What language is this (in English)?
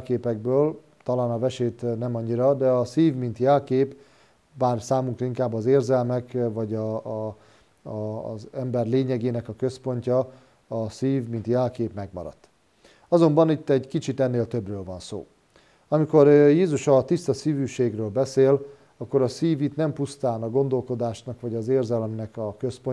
Hungarian